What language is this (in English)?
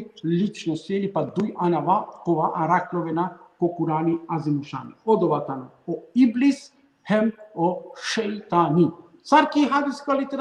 Balkan Romani